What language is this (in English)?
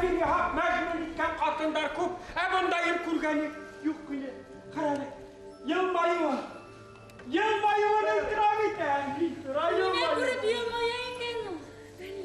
Bashkir